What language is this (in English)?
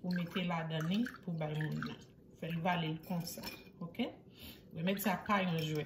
Haitian Creole